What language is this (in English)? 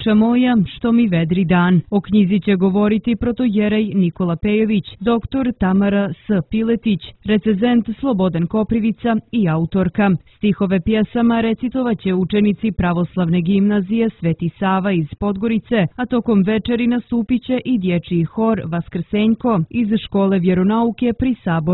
Serbian